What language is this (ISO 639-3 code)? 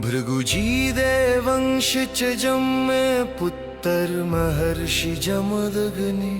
doi